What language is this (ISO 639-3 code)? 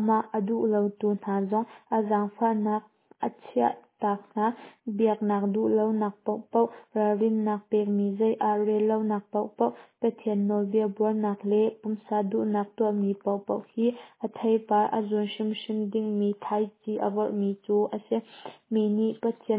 cnh